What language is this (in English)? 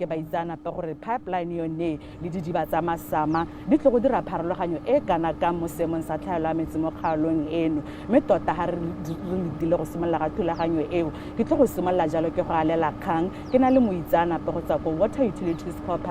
Tswana